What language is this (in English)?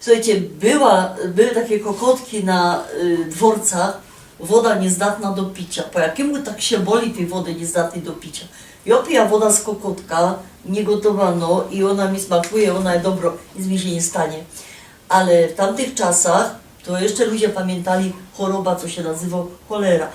Silesian